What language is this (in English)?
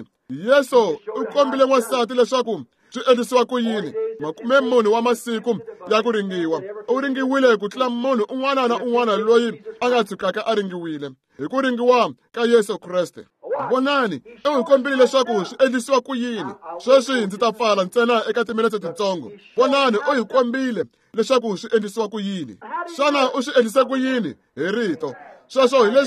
Tsonga